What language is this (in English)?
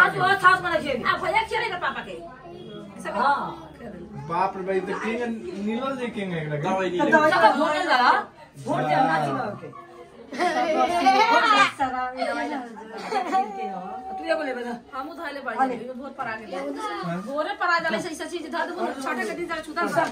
Bhojpuri